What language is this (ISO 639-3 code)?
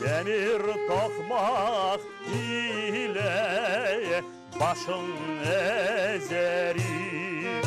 crh